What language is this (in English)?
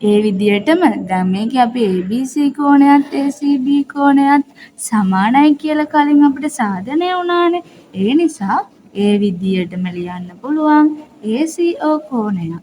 Sinhala